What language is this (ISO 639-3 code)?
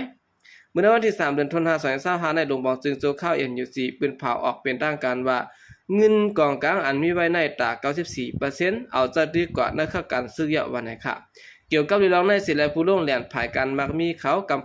shn